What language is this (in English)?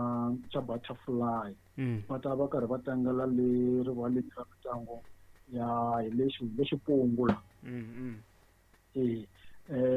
Tsonga